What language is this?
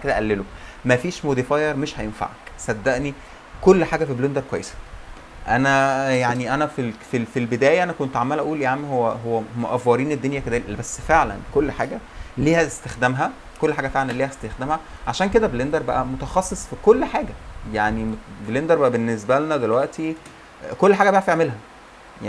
Egyptian Arabic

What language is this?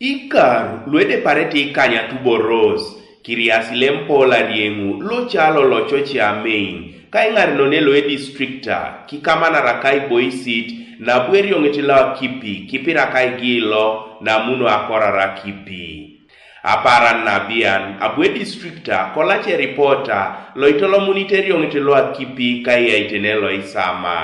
Teso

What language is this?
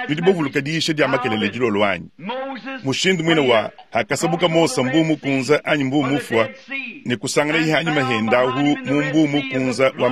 Luba-Lulua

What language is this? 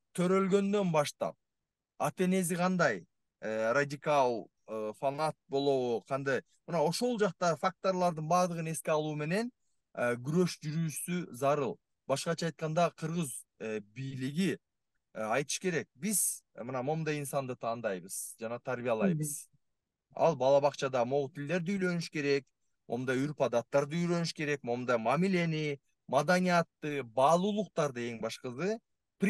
Kyrgyz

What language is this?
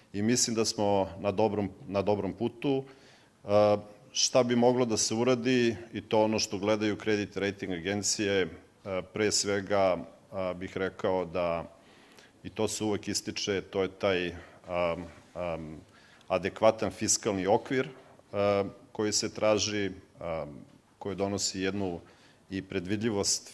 Serbian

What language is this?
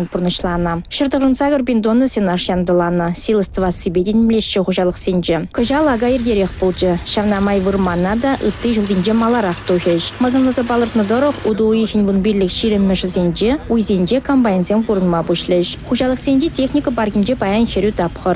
Chuvash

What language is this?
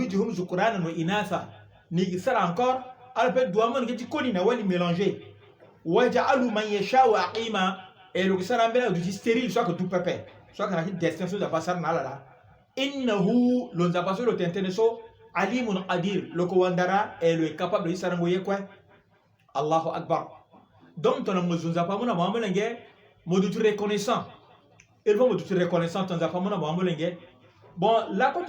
Sango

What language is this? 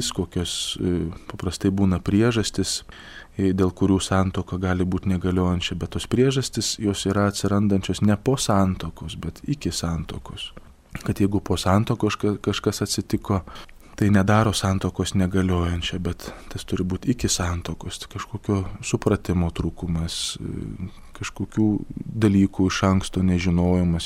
Lithuanian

